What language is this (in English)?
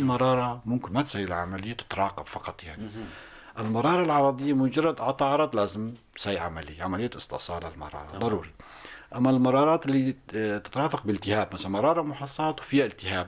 North Levantine Arabic